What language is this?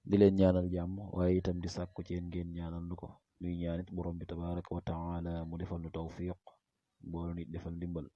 Wolof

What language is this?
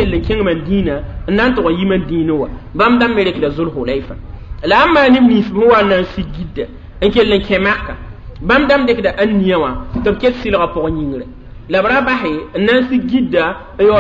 Mossi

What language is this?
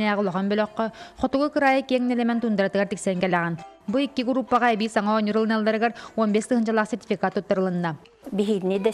Yakut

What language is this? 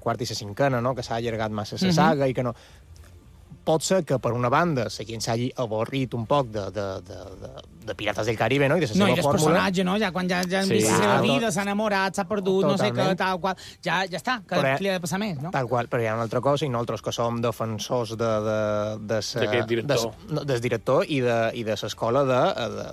Catalan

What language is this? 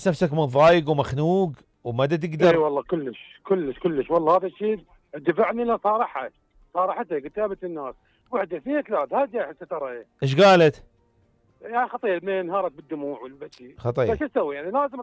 Mesopotamian Arabic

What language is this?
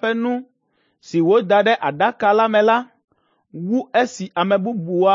Ewe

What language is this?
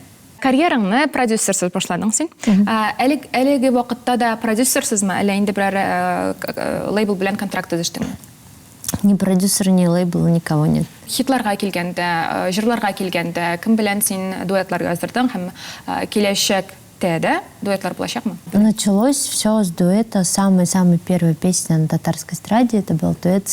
Tatar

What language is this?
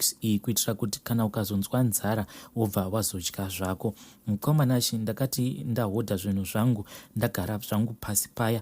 Shona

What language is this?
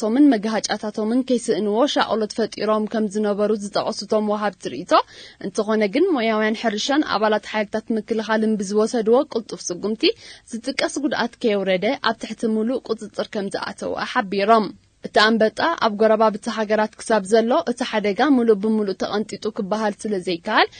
Tigrinya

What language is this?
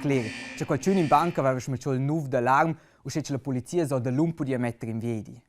Romansh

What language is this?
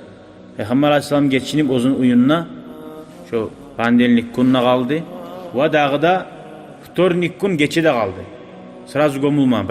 Kumyk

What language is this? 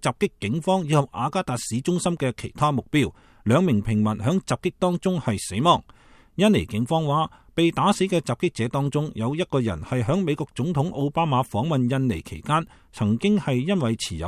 Cantonese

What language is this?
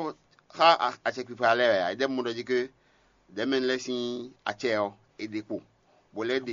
Fon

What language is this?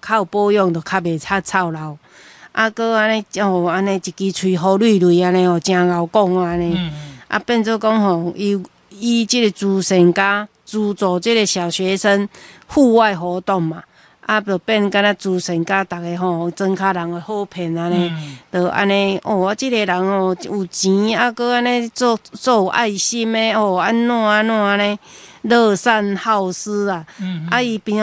Min Nan Chinese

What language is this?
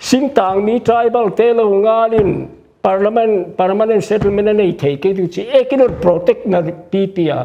Paite Chin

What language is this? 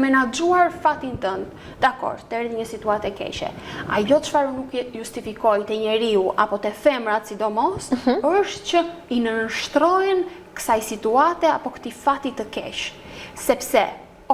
Albanian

